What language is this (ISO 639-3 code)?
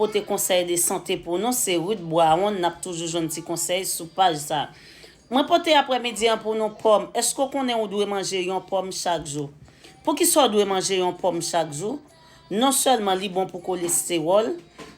hat